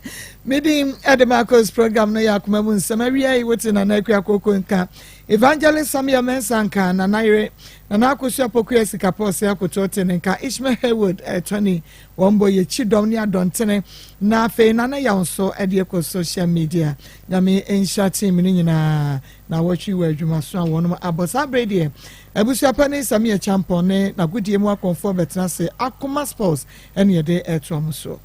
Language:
Akan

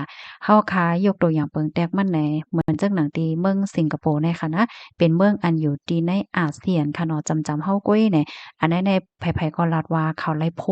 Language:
Shan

